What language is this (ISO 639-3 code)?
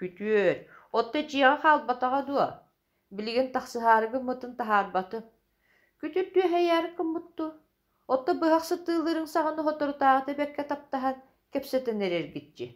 sah